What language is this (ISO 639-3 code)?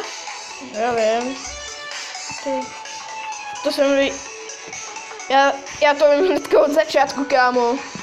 ces